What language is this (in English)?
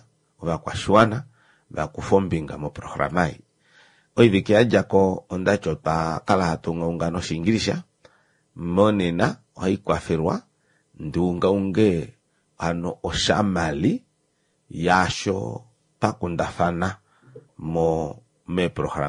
Kuanyama